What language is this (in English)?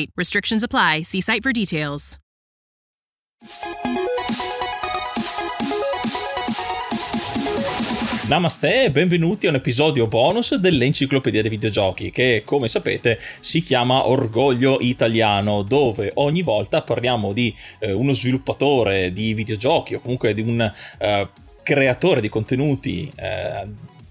Italian